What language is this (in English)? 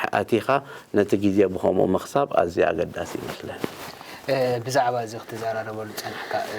Tigrinya